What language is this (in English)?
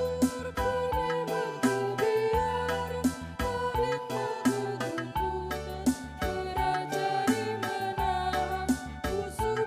Batak Karo